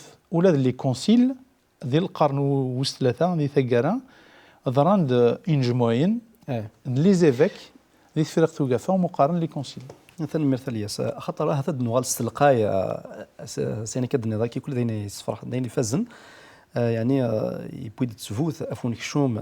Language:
Kabyle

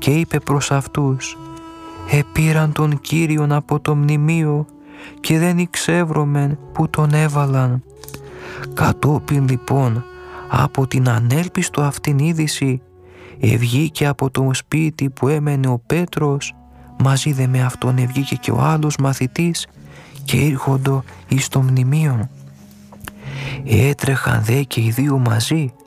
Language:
Greek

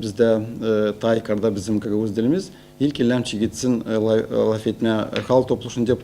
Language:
Gagauz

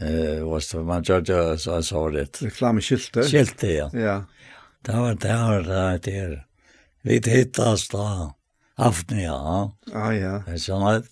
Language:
Faroese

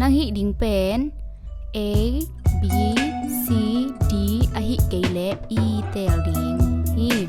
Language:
Tedim Chin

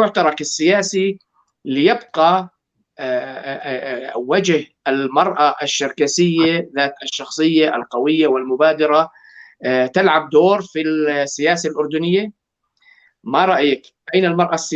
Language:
North Levantine Arabic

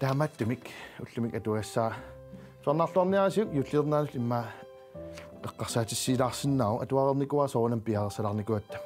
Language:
Kalaallisut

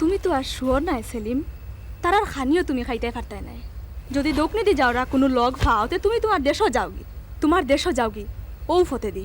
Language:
Sylheti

